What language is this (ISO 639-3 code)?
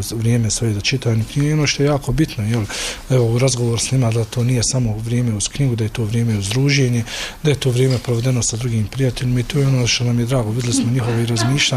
bos